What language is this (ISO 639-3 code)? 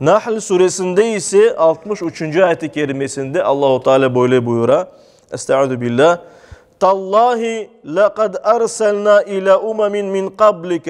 crh